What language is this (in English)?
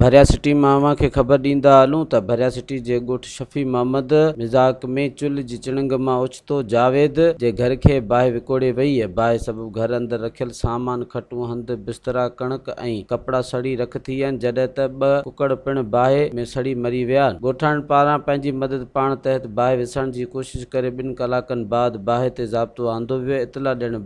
Sindhi